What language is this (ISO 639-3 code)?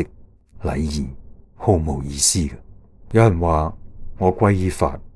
yue